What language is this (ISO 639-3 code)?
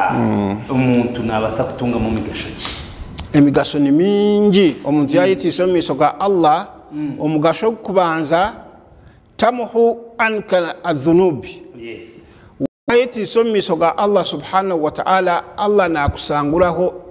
nyn